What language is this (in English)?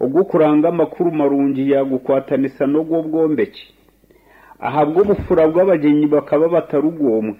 Nyankole